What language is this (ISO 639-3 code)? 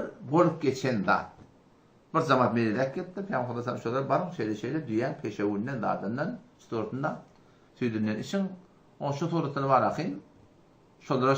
tuk